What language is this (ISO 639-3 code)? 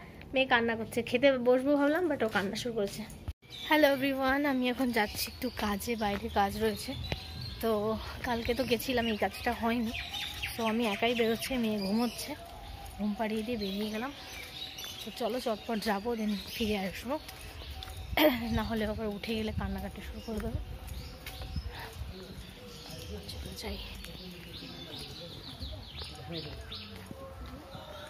ben